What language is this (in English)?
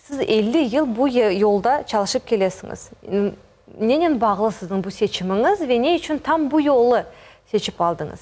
Crimean Tatar